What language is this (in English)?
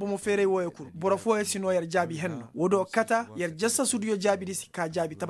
Koyraboro Senni